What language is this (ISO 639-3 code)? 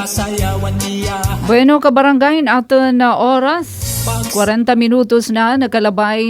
war